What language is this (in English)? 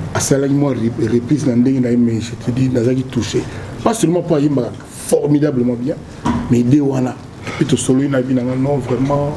Lingala